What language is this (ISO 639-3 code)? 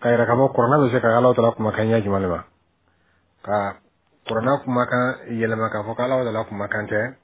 bam